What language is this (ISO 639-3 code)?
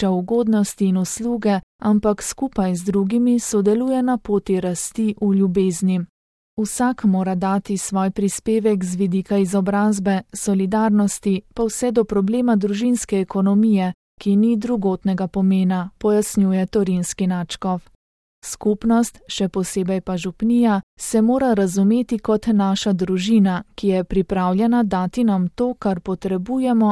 slv